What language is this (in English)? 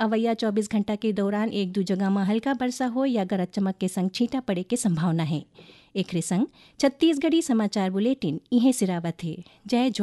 Chhattisgarhi